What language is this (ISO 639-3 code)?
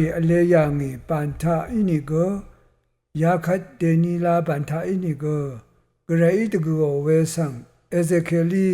raw